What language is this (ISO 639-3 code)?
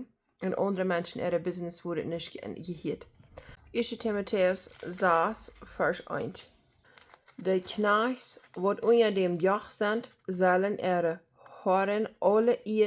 pdt